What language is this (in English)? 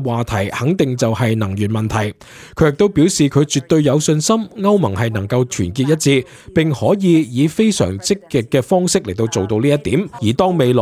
Cantonese